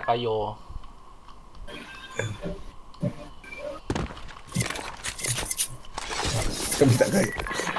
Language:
Malay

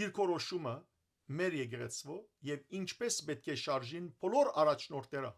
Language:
Western Armenian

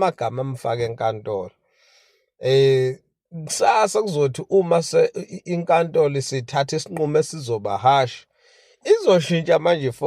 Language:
Zulu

